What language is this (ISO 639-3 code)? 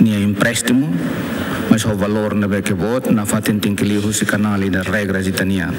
tet